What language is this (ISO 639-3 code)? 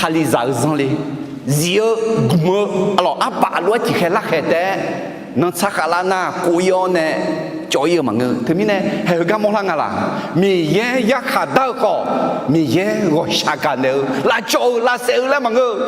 ahk